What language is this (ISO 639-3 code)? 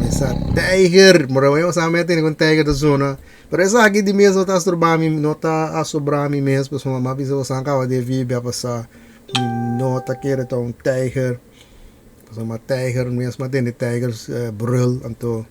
pap